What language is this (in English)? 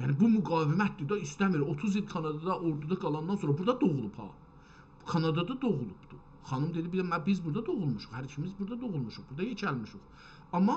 South Azerbaijani